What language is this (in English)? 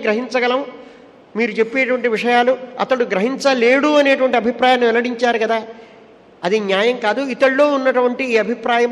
Telugu